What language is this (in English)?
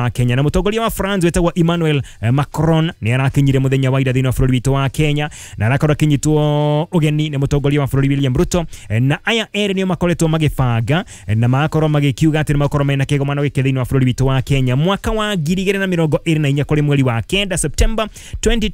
Kikuyu